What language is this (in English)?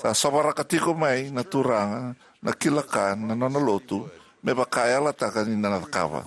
Fijian